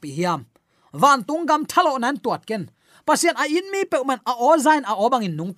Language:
Tedim Chin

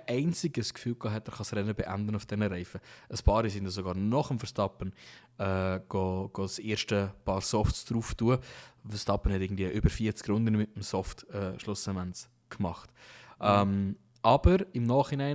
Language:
Swiss German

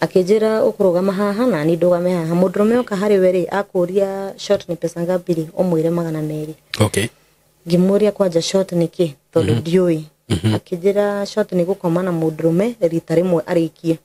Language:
Kikuyu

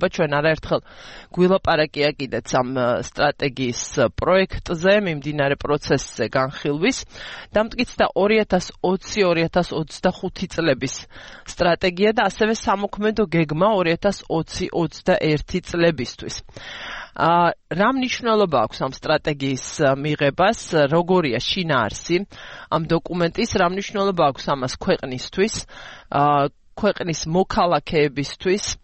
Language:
Georgian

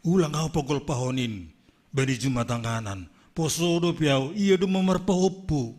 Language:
Batak Simalungun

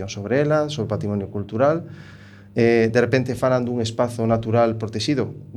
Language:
Galician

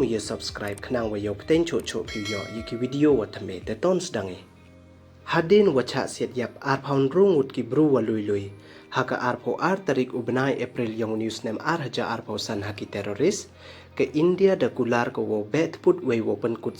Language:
Pnar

